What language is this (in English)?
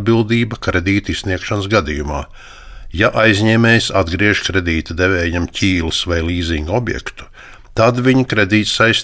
Latvian